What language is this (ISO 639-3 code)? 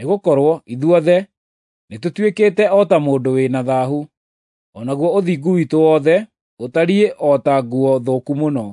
kik